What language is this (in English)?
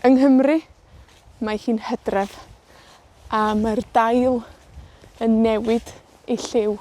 Welsh